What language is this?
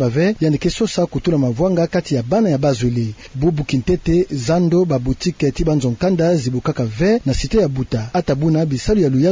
Kituba (Democratic Republic of Congo)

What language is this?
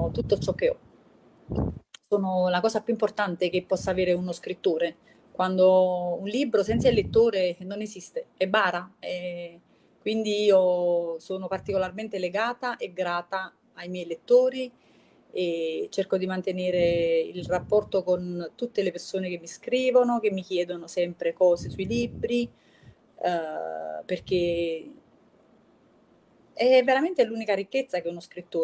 Italian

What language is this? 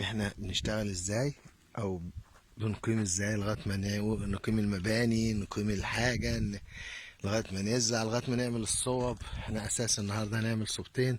Egyptian Arabic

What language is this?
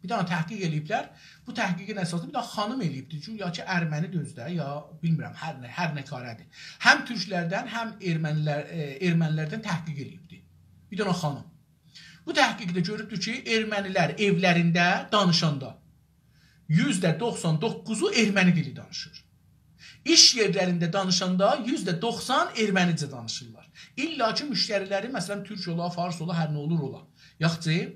South Azerbaijani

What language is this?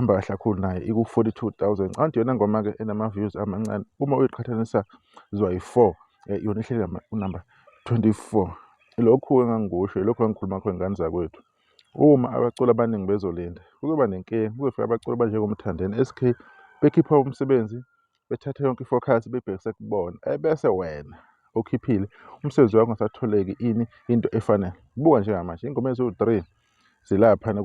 Zulu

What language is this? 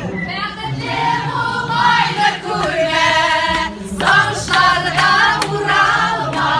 Tatar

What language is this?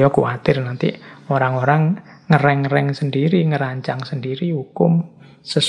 Indonesian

